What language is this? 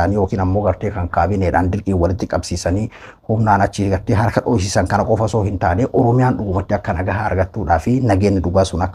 Oromo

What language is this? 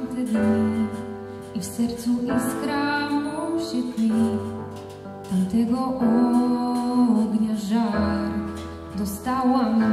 Polish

